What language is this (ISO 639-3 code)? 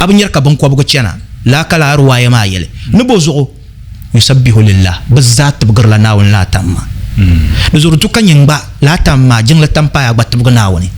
dag